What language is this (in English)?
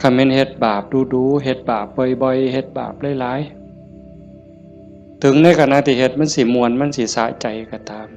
Northeastern Thai